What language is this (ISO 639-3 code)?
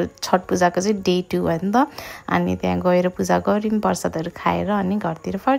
nep